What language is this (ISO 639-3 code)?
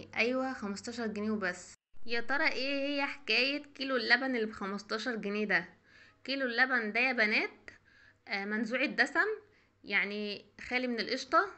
arz